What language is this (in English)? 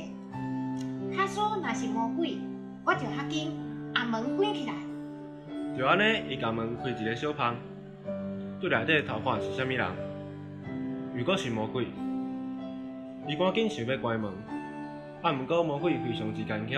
Min Nan Chinese